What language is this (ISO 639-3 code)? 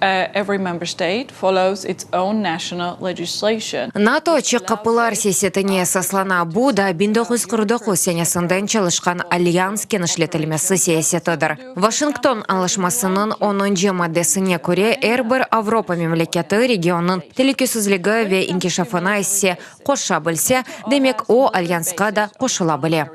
crh